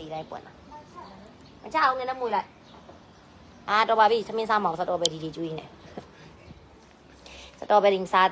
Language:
Burmese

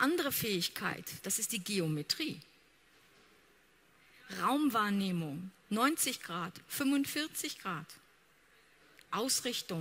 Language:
German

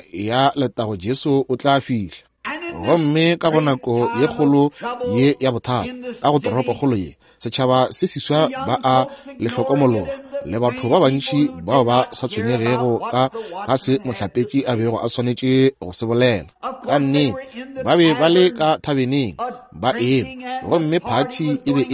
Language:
Northern Sotho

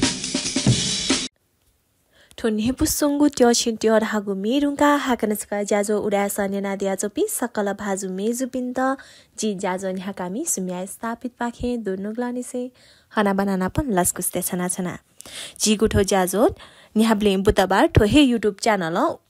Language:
Newari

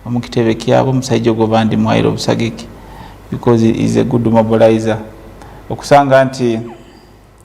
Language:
Nyankole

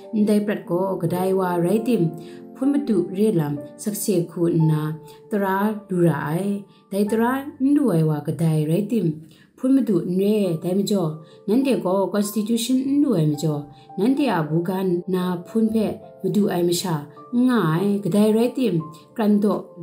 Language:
Kachin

